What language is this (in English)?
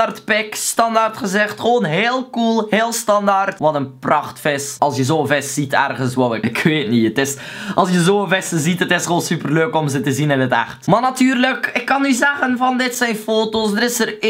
Dutch